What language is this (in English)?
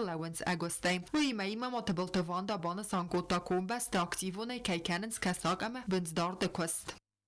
Ossetic